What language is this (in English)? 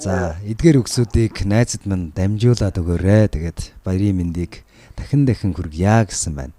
Mongolian